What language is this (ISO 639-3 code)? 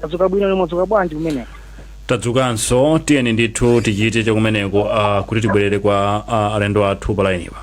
nya